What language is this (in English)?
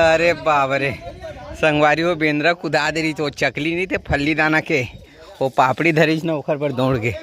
Chhattisgarhi